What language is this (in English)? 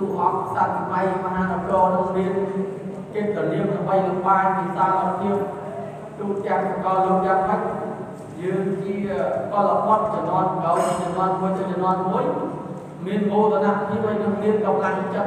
Khmer